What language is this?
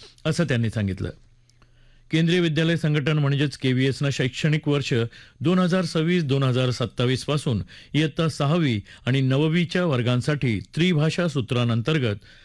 Marathi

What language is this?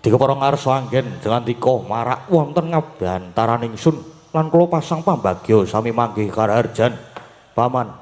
Javanese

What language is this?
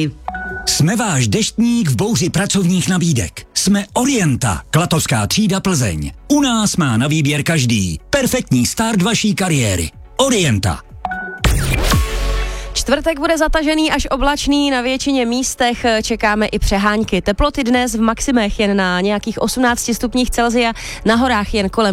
Czech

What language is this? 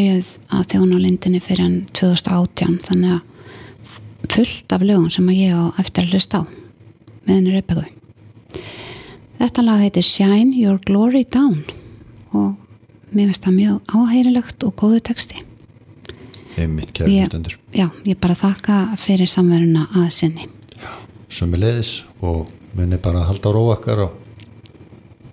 Icelandic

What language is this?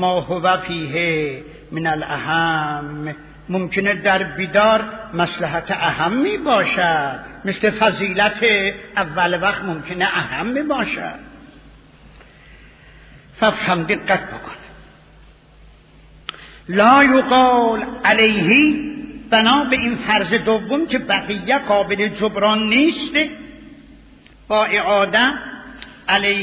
Persian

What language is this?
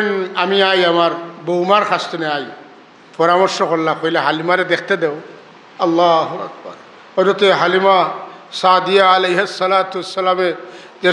Sylheti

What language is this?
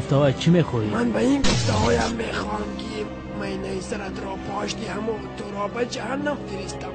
Tajik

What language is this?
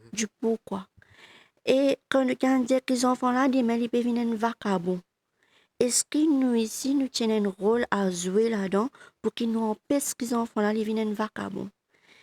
Morisyen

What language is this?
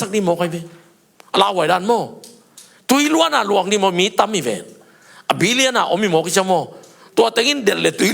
Tedim Chin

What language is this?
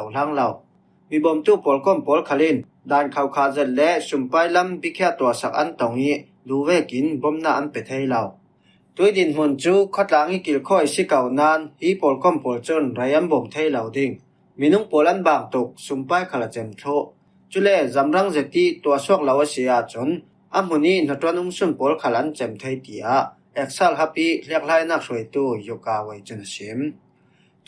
Falam Chin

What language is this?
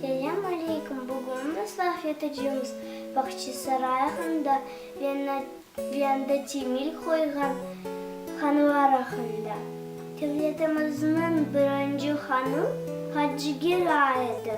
Crimean Tatar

